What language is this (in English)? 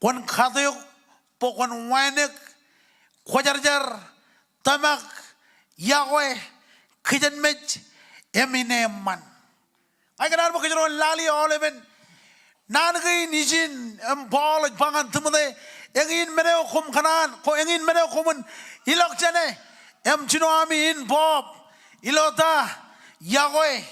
Marshallese